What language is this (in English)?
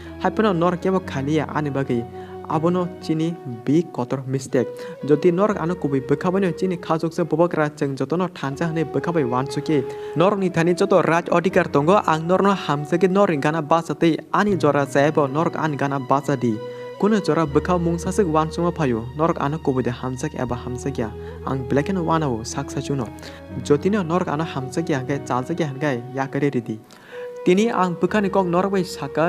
Kok Borok